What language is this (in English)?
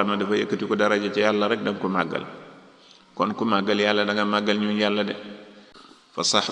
Wolof